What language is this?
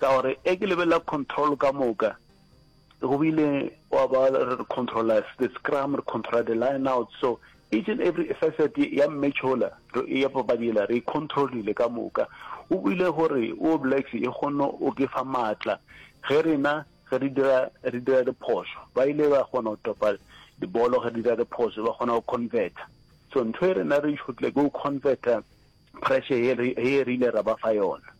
Northern Sotho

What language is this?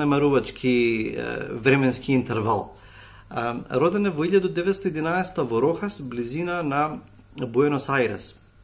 Macedonian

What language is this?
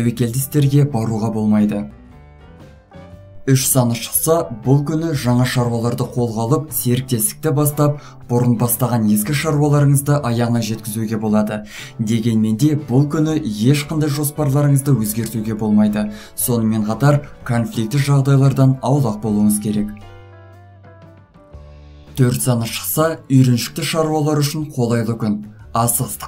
Kazakh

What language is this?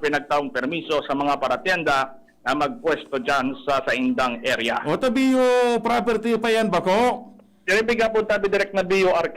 Bikol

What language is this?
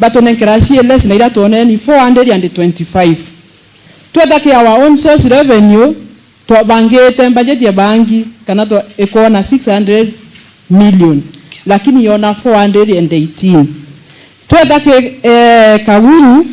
Meru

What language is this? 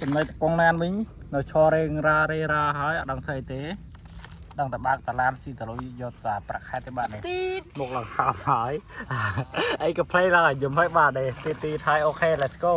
Khmer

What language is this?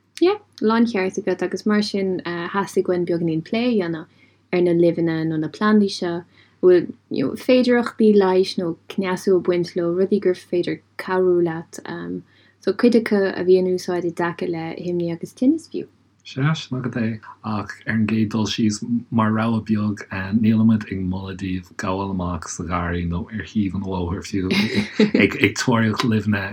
Irish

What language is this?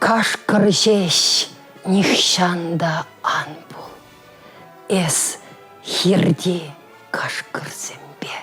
Chuvash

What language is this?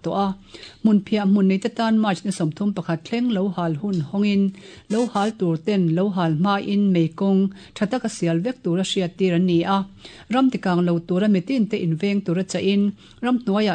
Mizo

